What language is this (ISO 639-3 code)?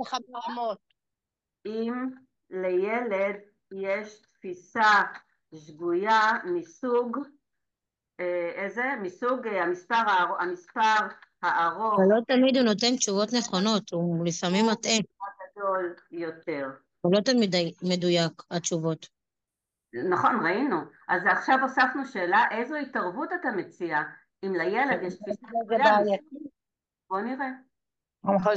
heb